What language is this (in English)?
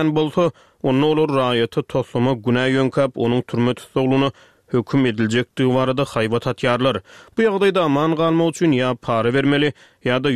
Turkmen